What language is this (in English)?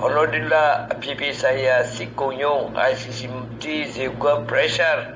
Rohingya